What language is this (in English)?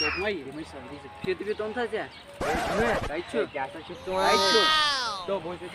Kashmiri